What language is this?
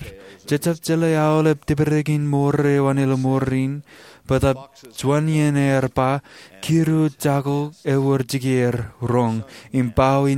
Marshallese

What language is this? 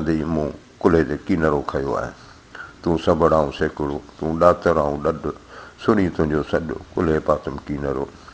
Sindhi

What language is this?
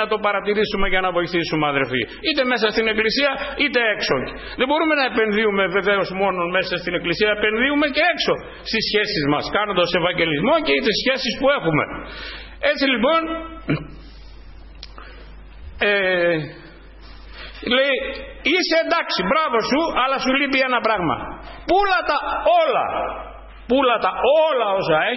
Greek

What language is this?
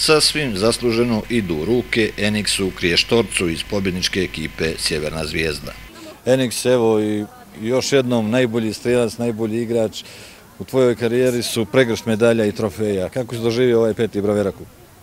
Bosnian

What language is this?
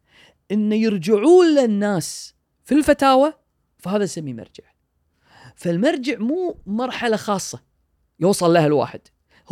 Gulf Arabic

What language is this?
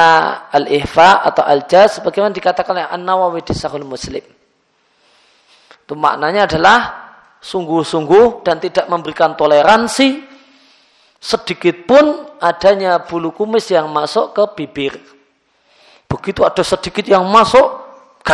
Indonesian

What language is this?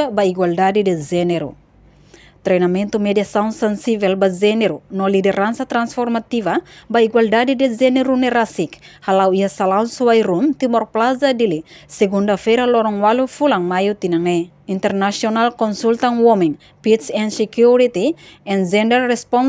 Tetum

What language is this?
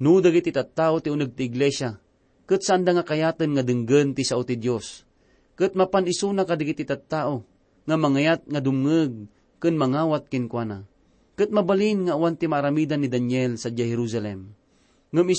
Iloko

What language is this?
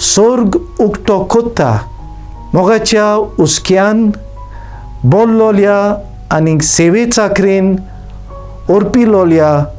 Konkani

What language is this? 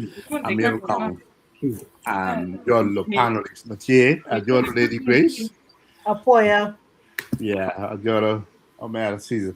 Acoli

